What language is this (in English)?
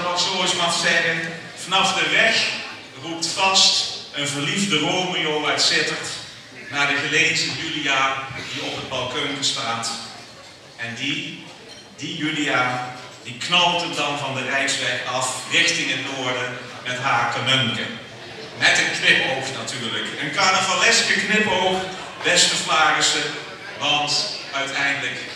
Limburgish